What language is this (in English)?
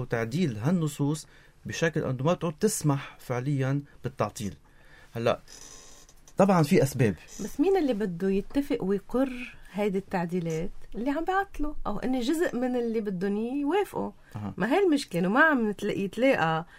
North Levantine Arabic